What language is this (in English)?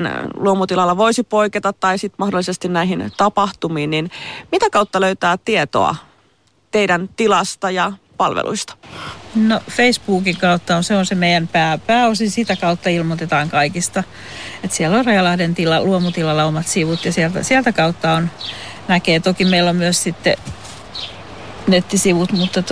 Finnish